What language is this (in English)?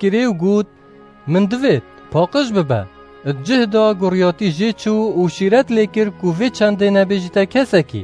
Kurdish